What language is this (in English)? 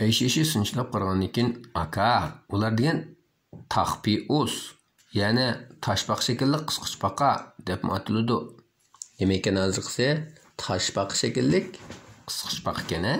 Uyghur